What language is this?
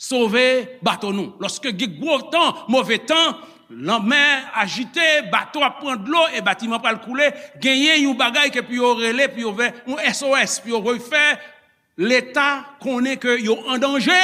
Haitian Creole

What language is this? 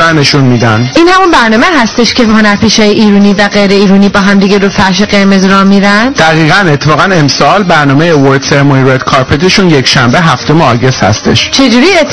Persian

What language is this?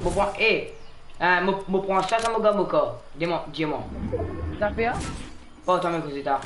Morisyen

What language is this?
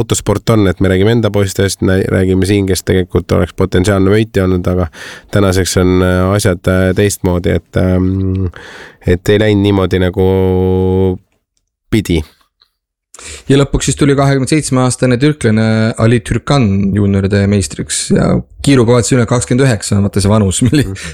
Estonian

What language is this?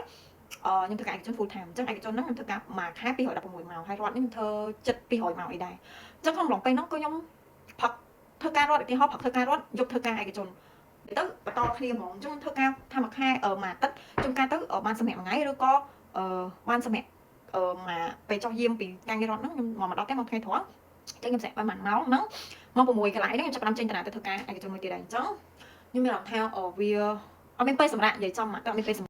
Khmer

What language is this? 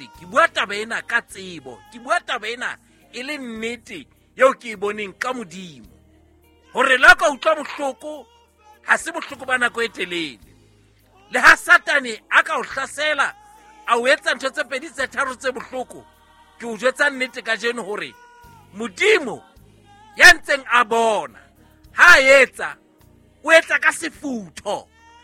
Southern Sotho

